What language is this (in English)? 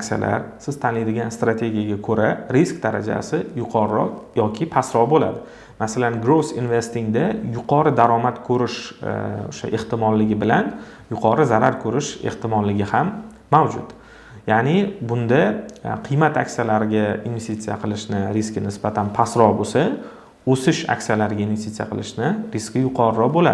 Uzbek